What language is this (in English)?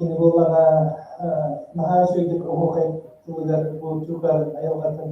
Yakut